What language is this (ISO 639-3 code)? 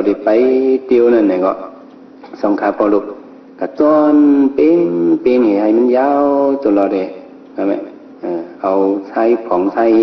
shn